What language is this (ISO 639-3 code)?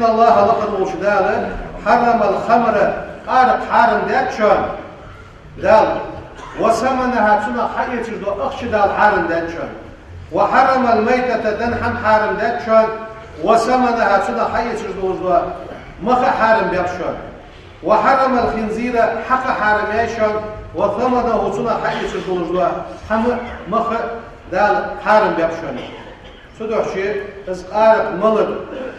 inh